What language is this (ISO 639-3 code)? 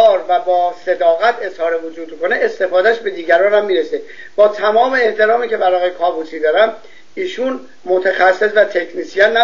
fas